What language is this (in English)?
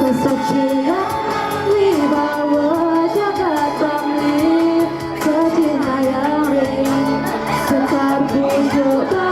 Balinese